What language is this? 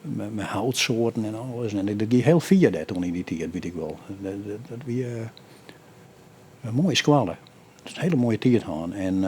Western Frisian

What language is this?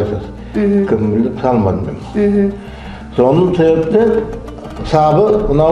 Nogai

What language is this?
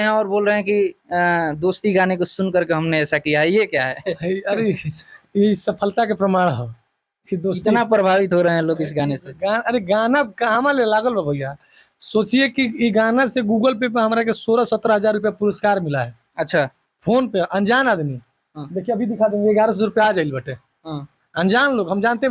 Bhojpuri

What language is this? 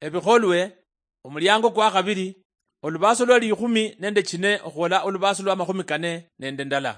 Luyia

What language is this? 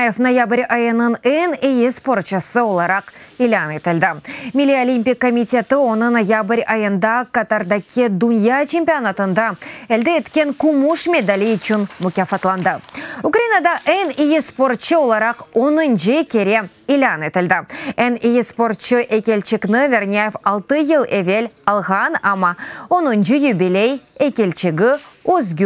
Crimean Tatar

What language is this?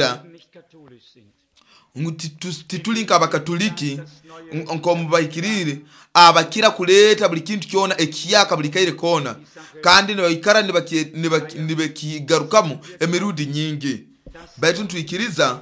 Nyoro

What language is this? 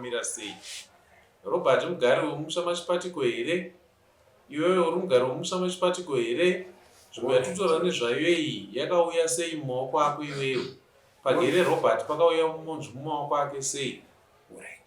Shona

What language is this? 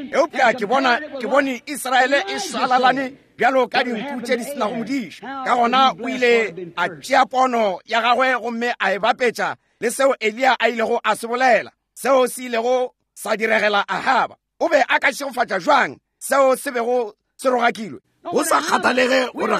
Northern Sotho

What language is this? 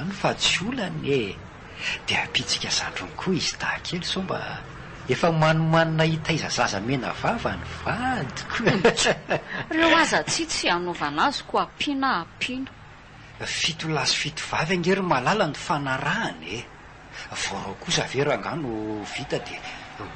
Malagasy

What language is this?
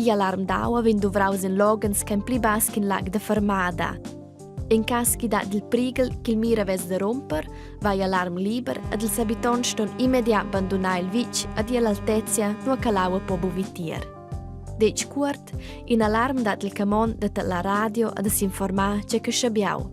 Romansh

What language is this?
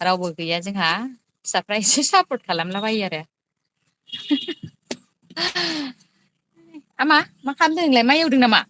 Bodo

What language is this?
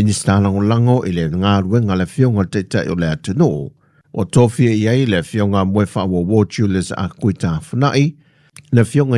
Samoan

